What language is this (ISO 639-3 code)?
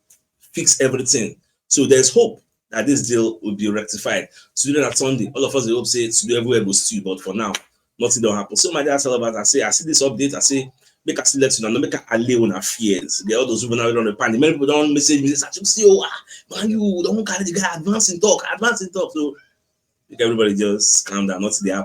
pcm